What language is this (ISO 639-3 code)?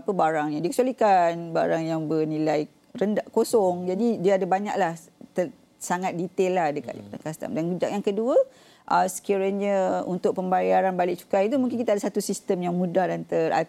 msa